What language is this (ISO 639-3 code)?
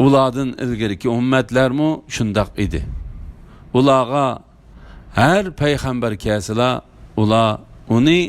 uig